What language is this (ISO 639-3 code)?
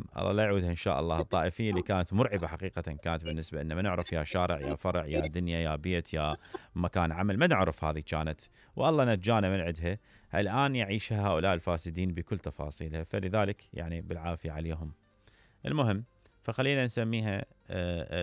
acm